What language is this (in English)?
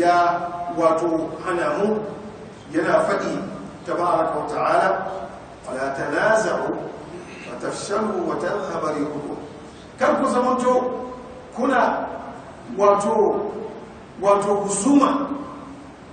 Hausa